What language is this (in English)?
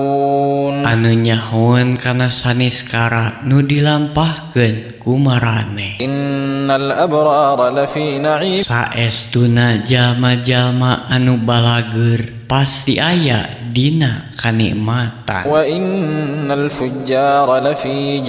Sundanese